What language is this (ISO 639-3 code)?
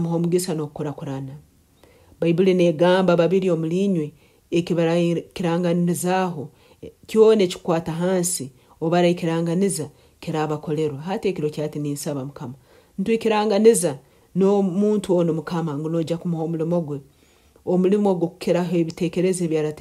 nyo